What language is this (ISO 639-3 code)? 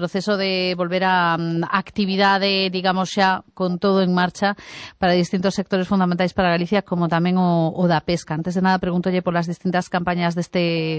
glg